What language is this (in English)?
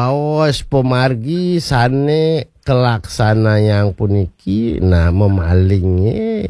Balinese